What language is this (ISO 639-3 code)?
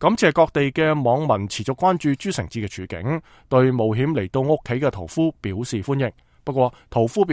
yue